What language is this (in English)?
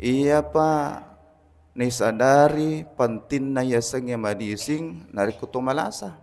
Buginese